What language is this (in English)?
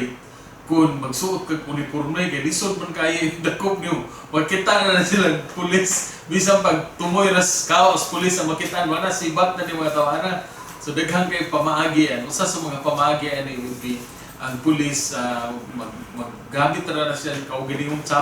Cebuano